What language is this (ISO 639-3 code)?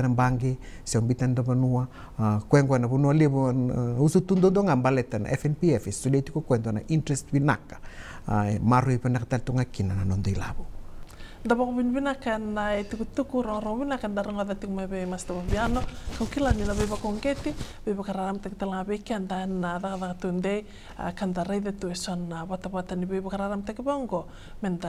fij